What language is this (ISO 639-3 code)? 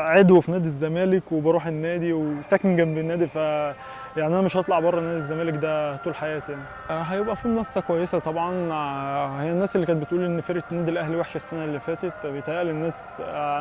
arz